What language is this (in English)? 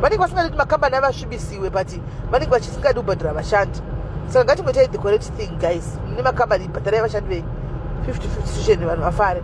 Shona